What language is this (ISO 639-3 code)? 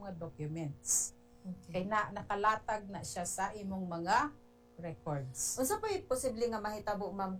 ceb